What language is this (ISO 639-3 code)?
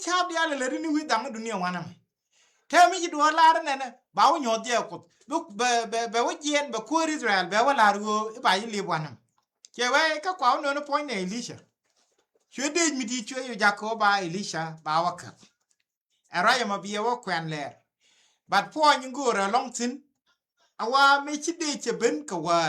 nus